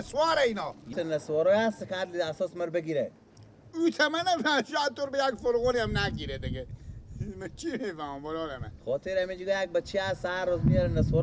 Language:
Persian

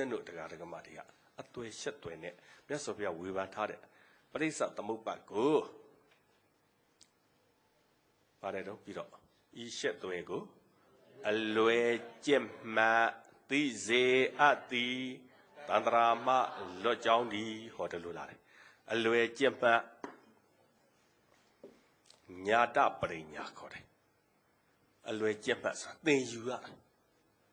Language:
Burmese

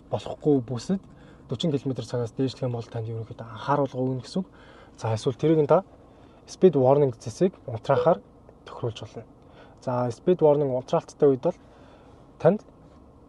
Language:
Mongolian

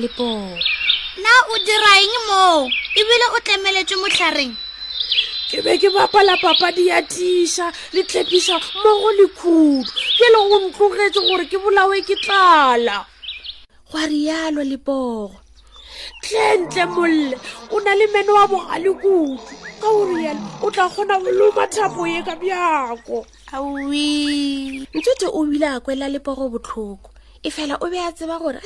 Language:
Northern Sotho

